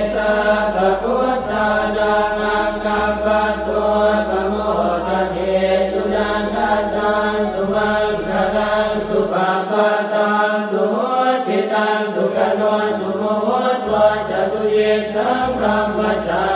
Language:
Pali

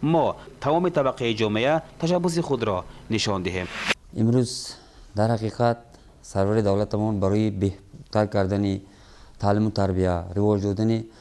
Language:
Tajik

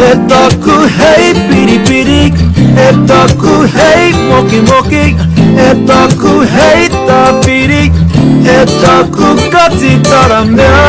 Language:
Māori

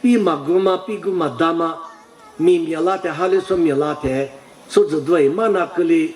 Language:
Lisu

